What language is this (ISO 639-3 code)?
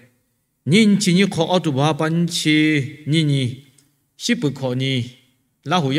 lhu